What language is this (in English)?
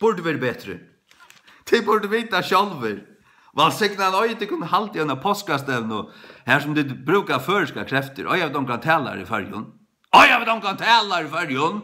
Faroese